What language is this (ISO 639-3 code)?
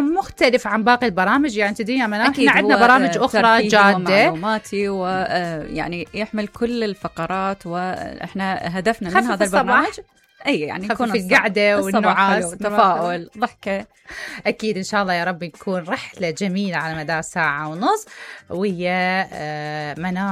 acm